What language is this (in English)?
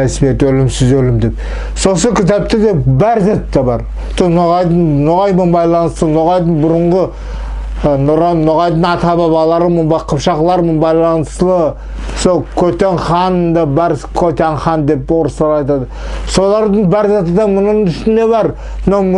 Nogai